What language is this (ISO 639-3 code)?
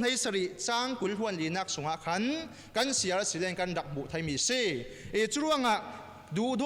cfm